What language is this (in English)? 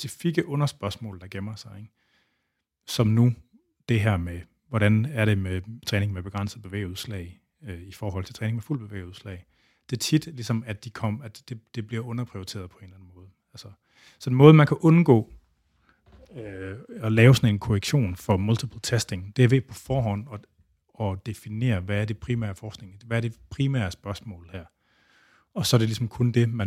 Danish